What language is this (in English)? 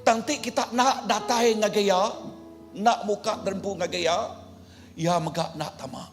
Iban